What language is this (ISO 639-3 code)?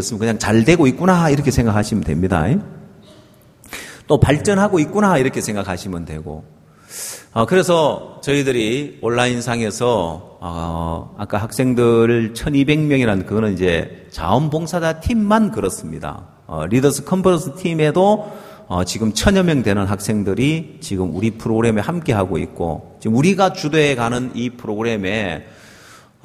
kor